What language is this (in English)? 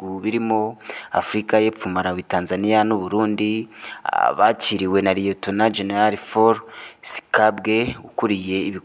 Kinyarwanda